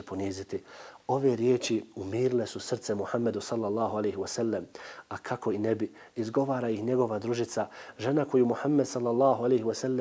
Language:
Bosnian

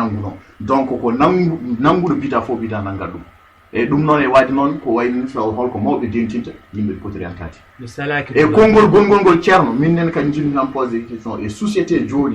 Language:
Fula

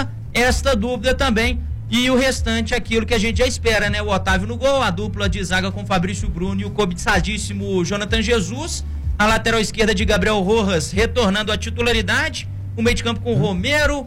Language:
Portuguese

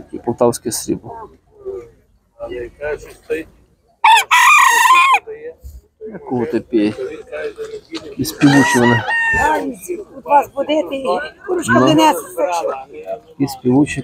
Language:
Ukrainian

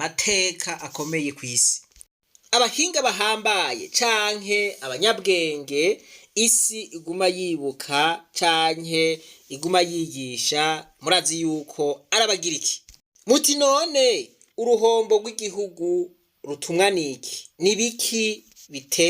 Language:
Rundi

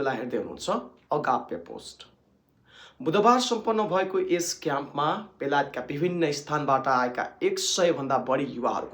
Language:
Nepali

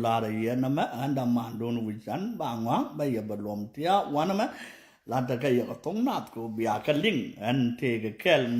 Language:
Nuer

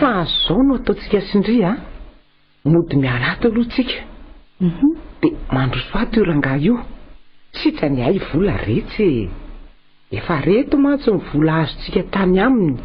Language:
Malagasy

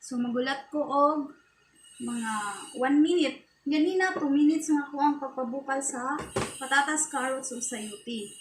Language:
Cebuano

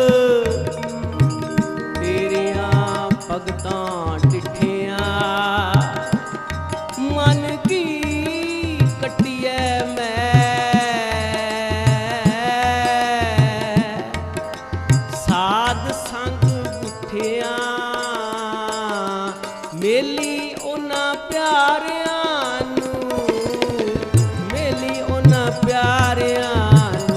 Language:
Punjabi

